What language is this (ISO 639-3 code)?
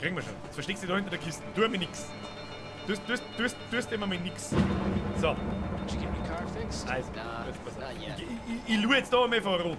bar